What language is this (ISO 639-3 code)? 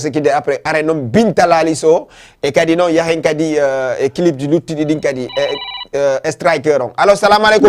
ful